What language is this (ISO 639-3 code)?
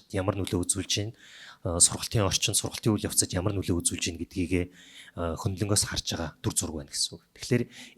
mon